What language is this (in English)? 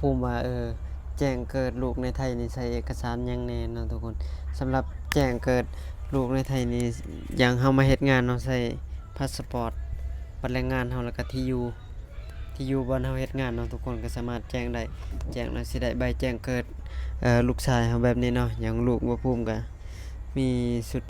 Lao